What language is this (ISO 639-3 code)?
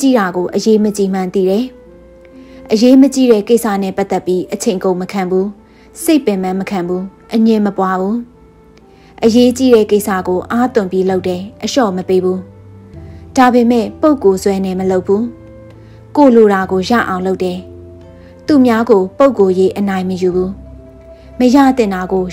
mya